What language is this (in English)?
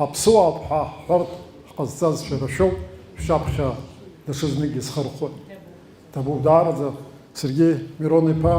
Abkhazian